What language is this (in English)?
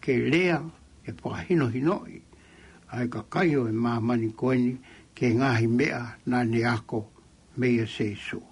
Tongan